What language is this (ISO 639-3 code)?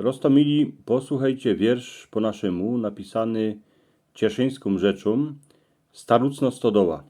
szl